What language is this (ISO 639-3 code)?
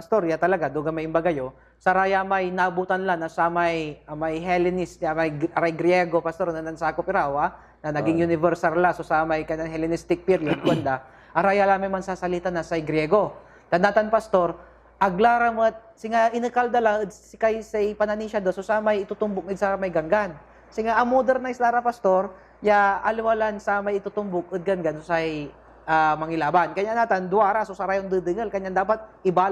pag